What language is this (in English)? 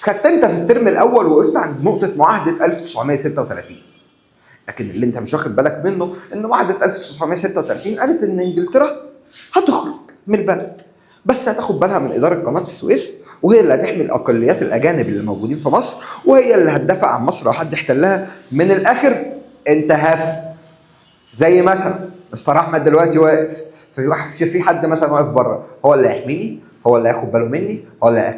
Egyptian Arabic